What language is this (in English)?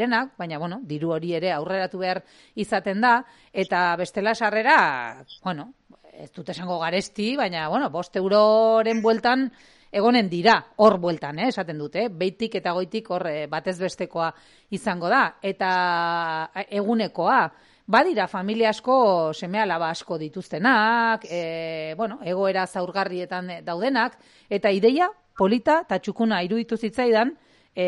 Basque